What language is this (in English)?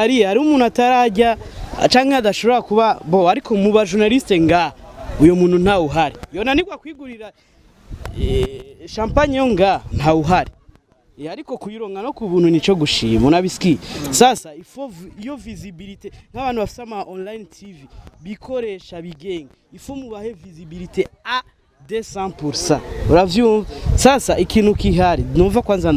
Rundi